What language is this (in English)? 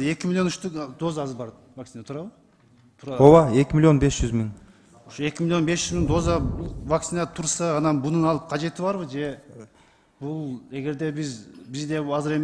Kyrgyz